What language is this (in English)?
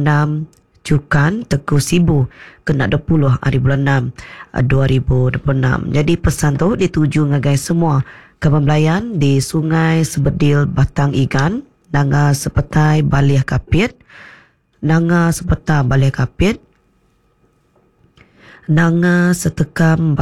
Iban